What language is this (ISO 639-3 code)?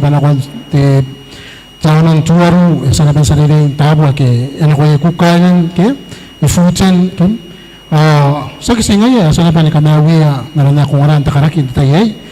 gil